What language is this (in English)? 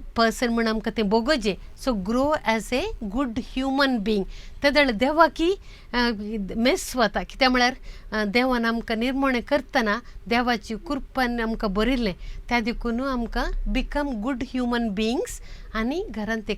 Konkani